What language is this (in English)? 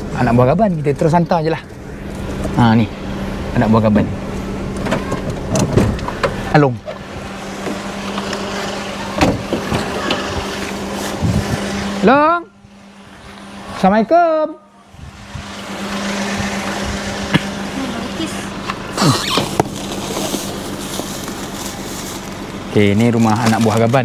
Malay